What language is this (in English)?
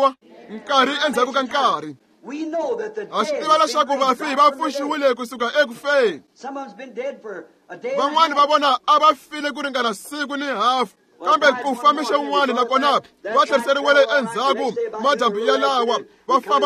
Tsonga